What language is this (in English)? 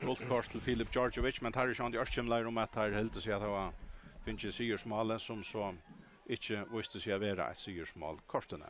Faroese